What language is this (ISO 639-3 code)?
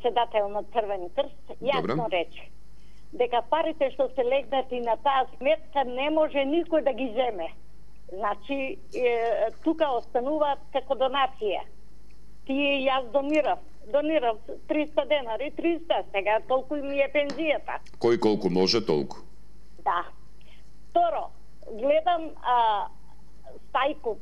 mkd